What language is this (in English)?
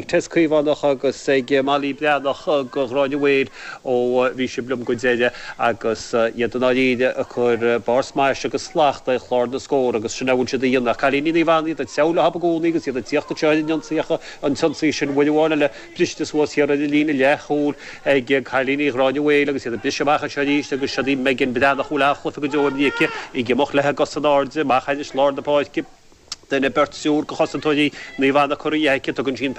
Irish